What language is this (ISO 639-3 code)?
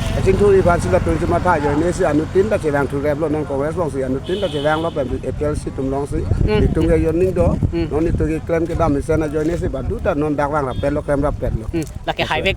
mjw